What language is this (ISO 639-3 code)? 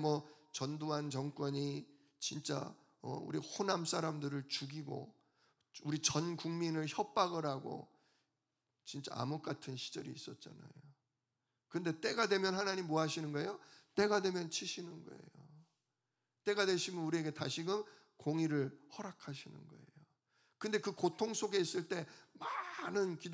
kor